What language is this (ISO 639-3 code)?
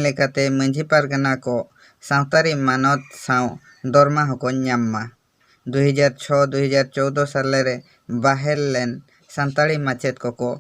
sat